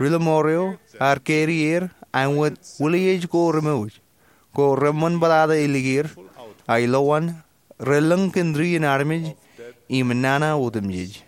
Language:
Marshallese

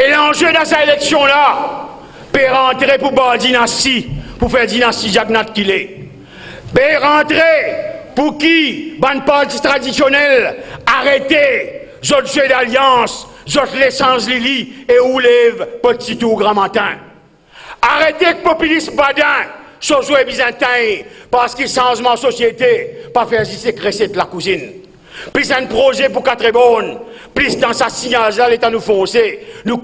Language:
Morisyen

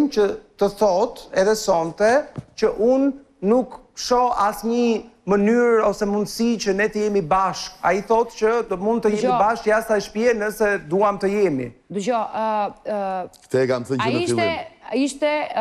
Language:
Albanian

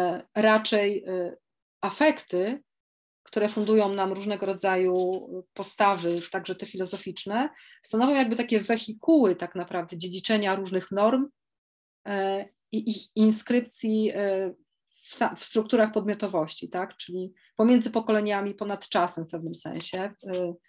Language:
Polish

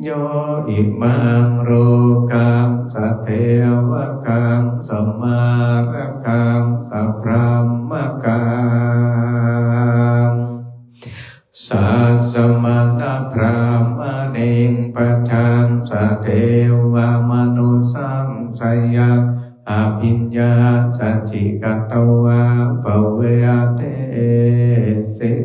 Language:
Pali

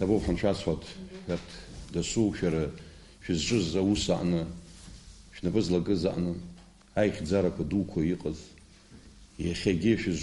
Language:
Abkhazian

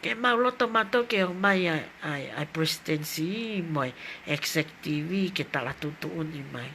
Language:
Tongan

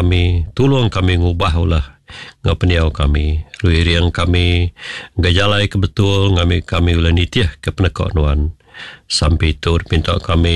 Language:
Iban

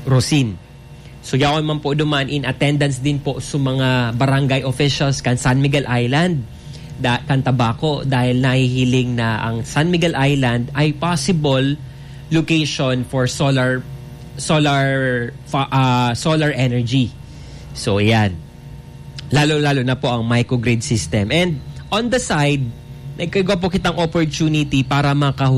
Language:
Bikol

